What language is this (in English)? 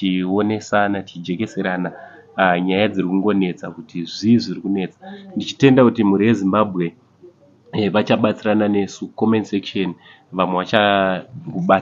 Shona